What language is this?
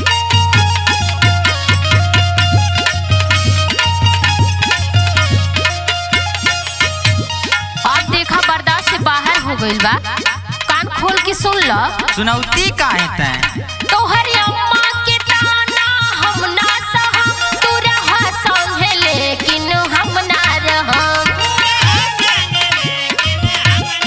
Bhojpuri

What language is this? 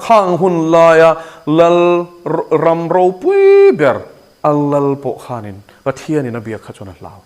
Mizo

